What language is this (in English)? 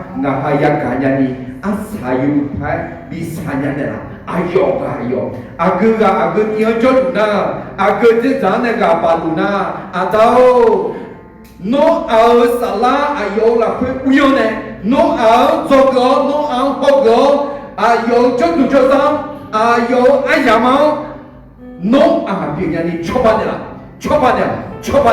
Akha